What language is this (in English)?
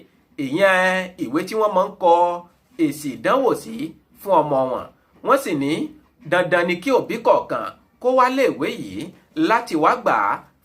Yoruba